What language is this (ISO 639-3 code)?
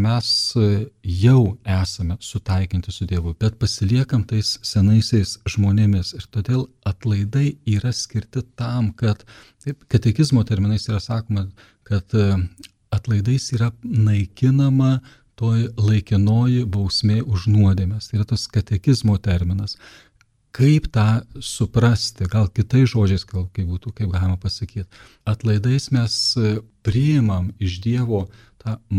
lit